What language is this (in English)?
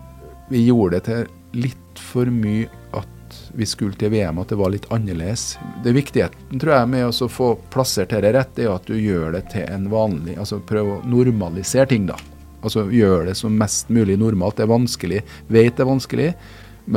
Norwegian